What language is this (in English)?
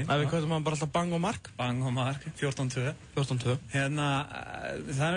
Icelandic